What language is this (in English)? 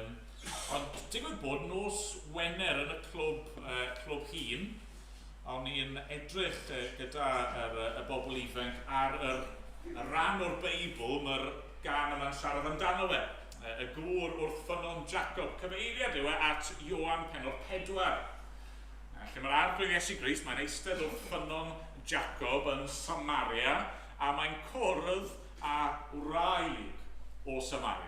Welsh